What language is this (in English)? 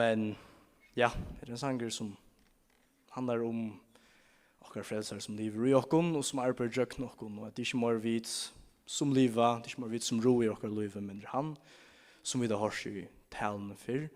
Faroese